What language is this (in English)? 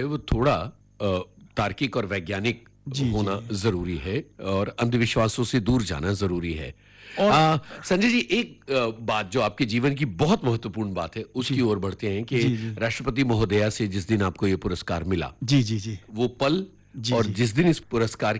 Hindi